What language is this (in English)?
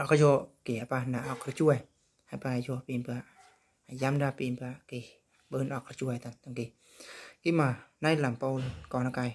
Eastern Bru